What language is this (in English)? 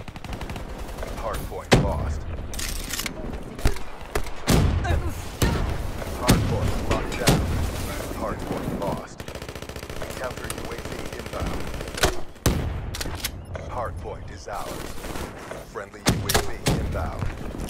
English